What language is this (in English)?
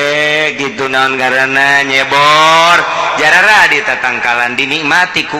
Sundanese